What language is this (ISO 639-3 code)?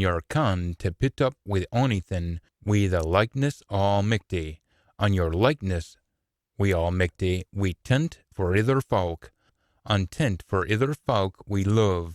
sco